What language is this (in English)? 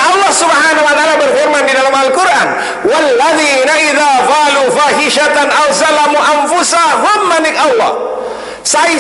Sasak